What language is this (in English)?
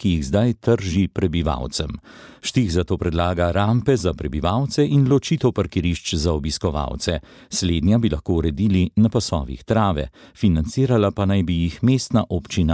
Slovenian